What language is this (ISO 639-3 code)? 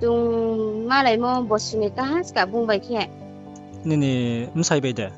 ria